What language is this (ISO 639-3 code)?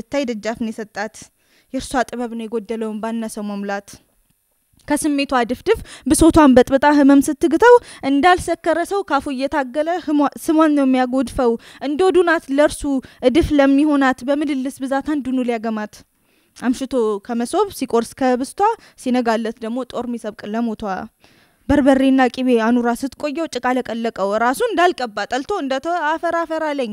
amh